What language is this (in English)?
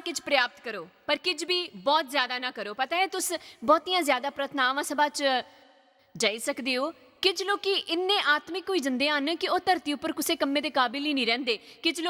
Dogri